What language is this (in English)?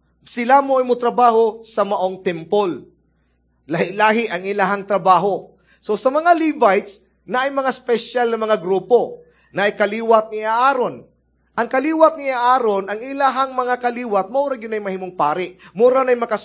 Cebuano